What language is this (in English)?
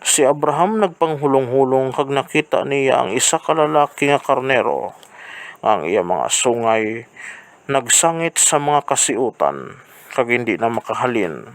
Hiligaynon